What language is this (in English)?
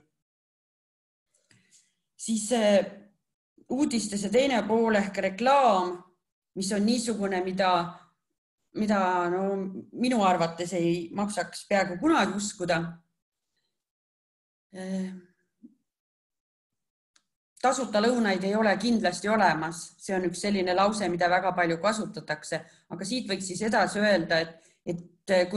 Estonian